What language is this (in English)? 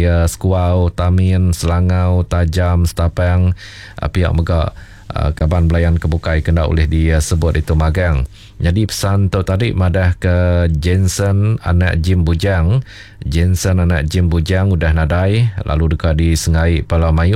Iban